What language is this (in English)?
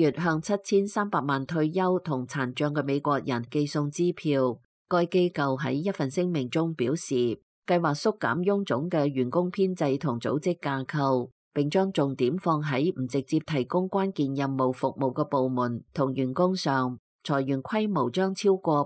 Cantonese